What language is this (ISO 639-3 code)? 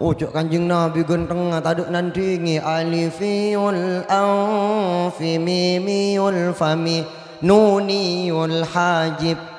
mad